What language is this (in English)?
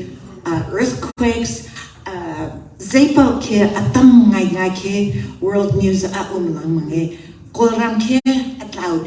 Hakha Chin